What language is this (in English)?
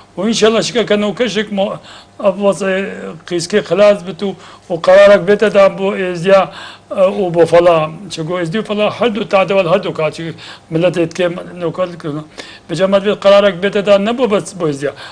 Kurdish